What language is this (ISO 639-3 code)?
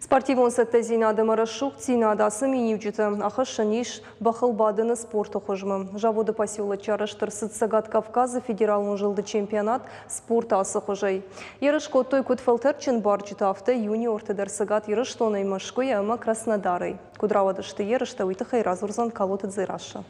oss